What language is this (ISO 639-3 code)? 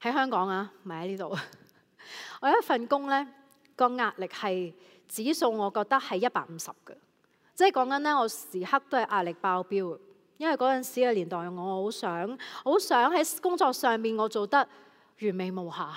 yue